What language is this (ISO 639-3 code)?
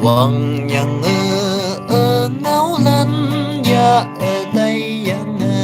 nag